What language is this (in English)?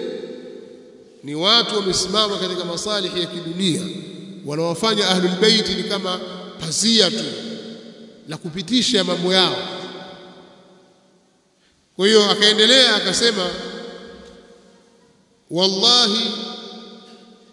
Swahili